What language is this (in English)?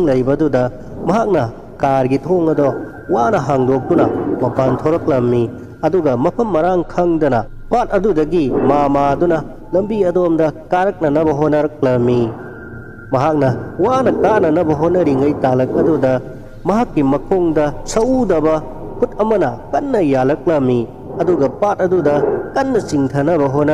Manipuri